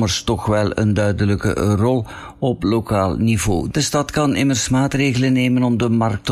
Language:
Dutch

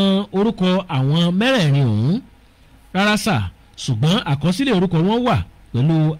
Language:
Yoruba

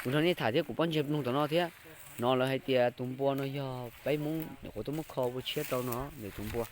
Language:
Hmong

